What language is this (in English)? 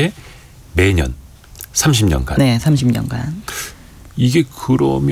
Korean